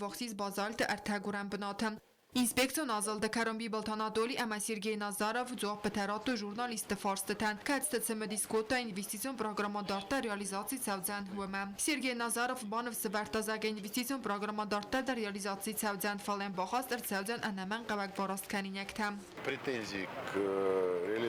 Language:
Ossetic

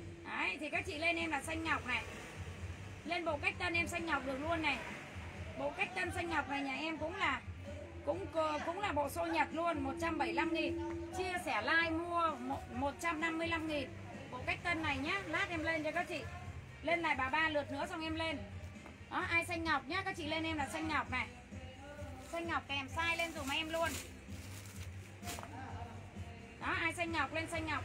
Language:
Vietnamese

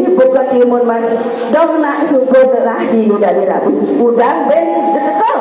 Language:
Balinese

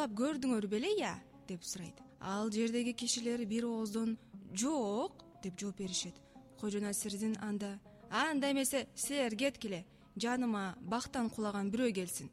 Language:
Kyrgyz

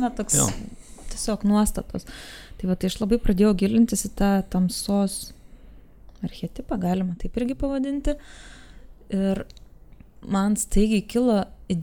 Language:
Lithuanian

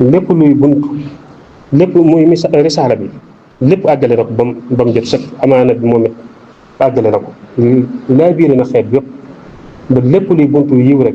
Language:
Wolof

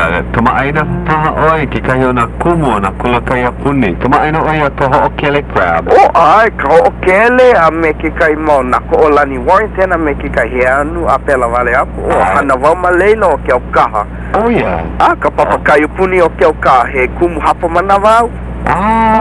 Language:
Hawaiian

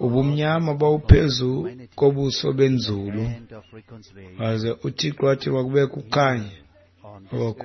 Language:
Xhosa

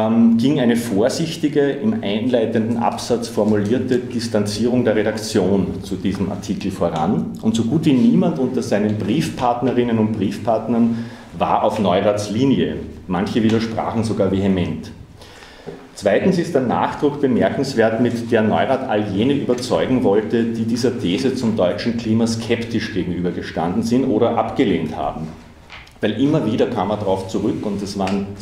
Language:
German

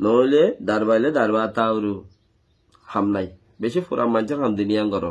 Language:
Rohingya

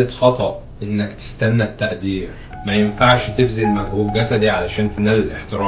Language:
Egyptian Arabic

